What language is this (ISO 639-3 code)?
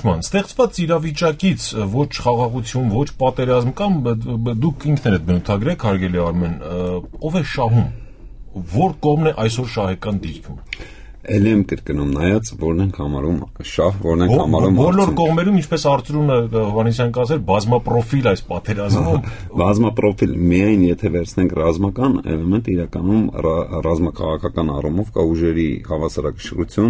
hye